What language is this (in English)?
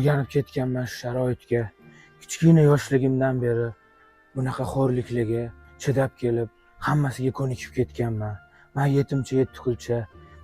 Uzbek